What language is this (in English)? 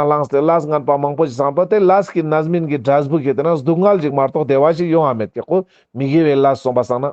Ladakhi